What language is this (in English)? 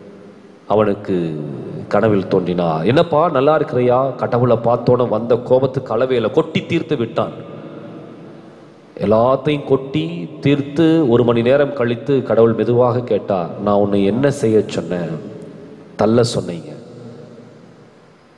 Tamil